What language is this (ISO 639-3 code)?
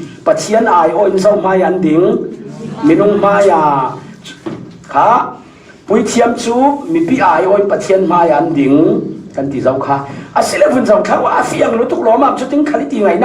cfm